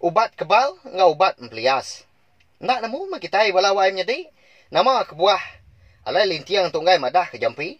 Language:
Iban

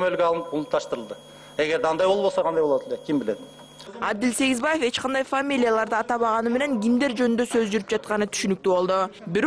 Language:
Kyrgyz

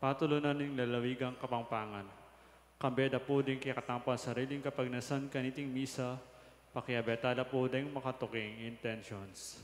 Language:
Pampanga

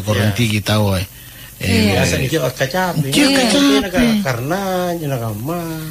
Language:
Makasar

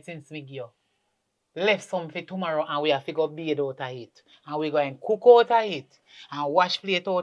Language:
Jamaican Creole English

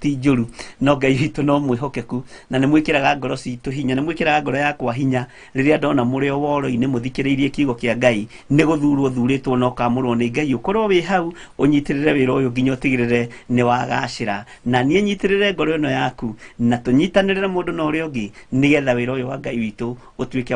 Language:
Kikuyu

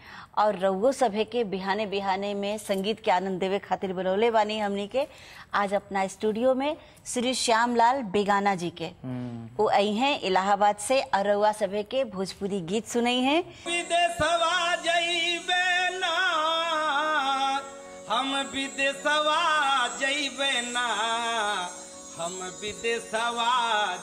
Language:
Bhojpuri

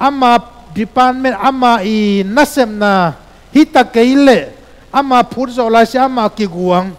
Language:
Tedim Chin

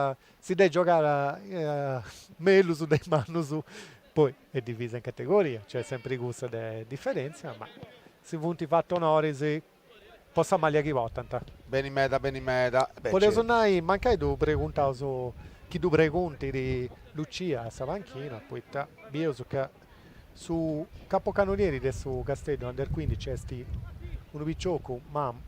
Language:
Sardinian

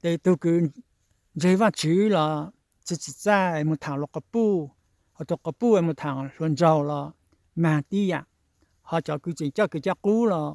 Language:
Hmong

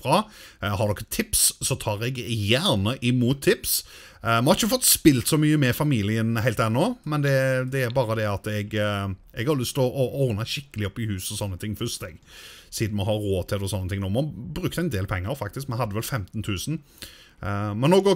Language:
Norwegian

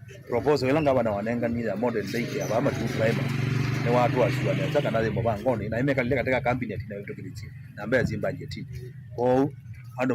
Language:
Kamba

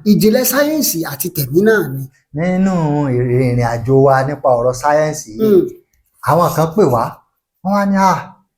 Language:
Yoruba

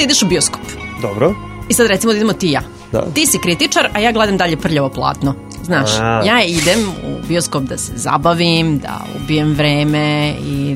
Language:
Serbian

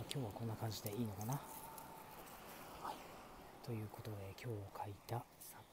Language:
Japanese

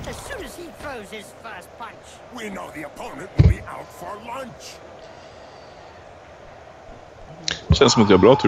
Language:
Swedish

